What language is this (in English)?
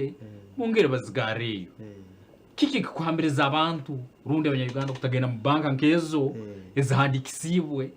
Nyankole